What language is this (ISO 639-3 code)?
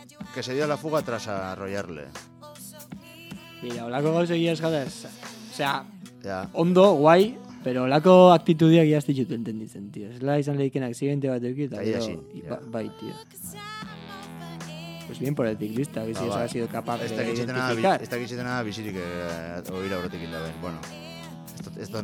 eus